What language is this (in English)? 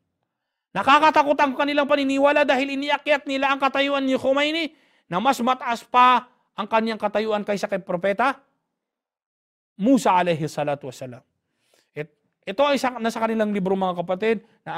Filipino